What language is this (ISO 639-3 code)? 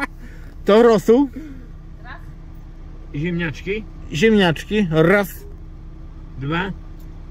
pol